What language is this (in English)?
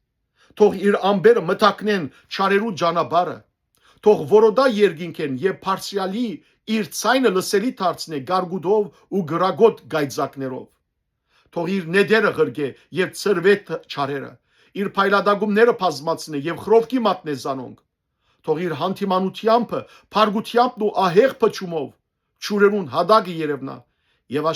Western Armenian